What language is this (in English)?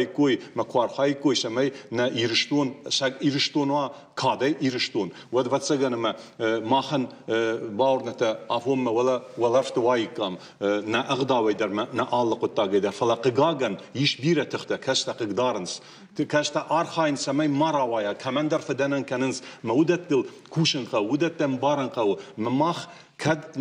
Ossetic